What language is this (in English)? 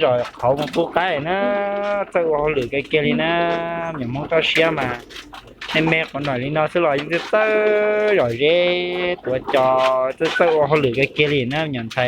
Hmong